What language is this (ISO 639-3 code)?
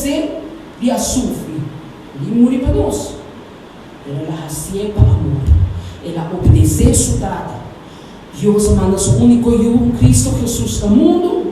pap